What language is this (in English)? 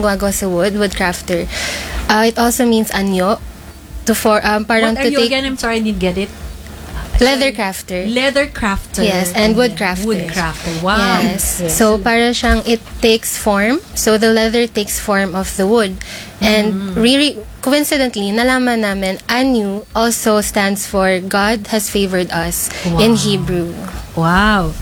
Filipino